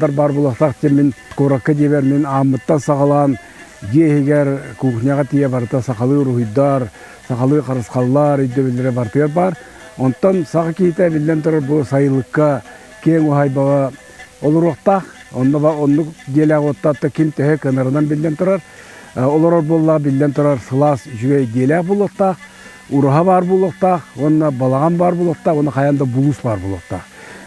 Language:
Yakut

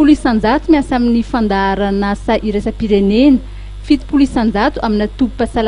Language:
Malagasy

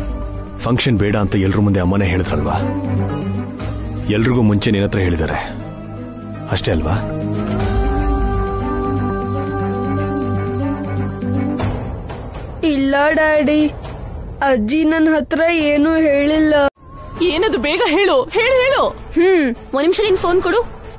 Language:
Kannada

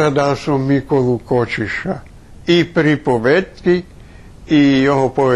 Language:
Rusyn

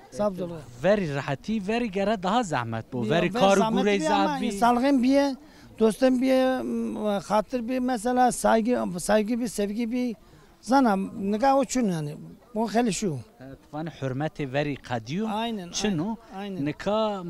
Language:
Zaza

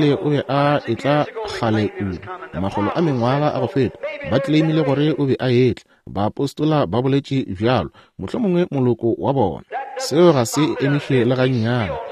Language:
Northern Sotho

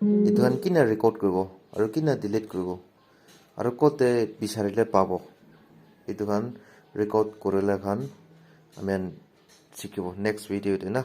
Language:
Naga Pidgin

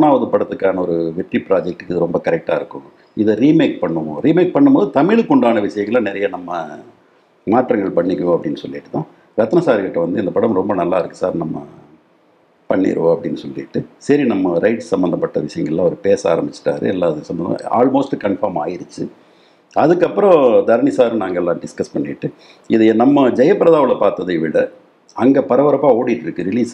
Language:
Tamil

